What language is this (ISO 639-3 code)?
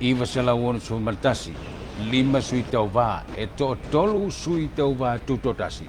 smo